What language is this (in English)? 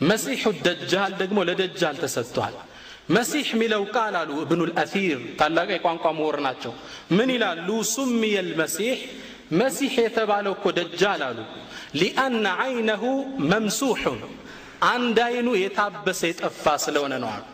Amharic